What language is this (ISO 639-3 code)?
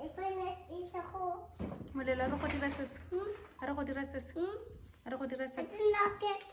tsn